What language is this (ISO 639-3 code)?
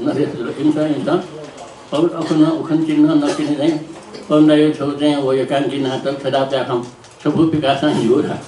new